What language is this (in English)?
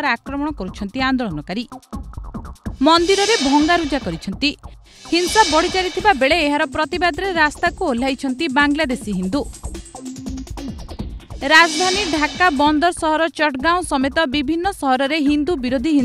Odia